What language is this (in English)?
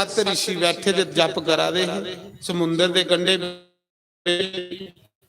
Dogri